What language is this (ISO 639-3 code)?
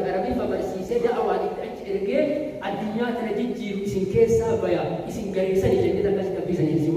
orm